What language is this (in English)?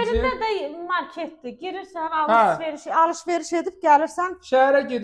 Azerbaijani